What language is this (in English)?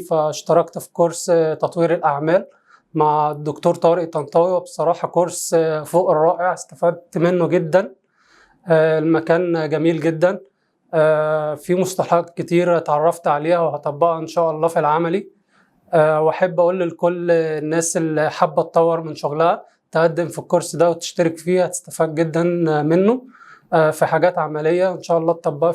Egyptian Arabic